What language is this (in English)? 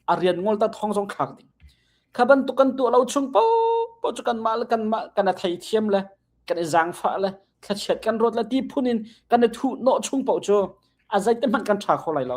Hakha Chin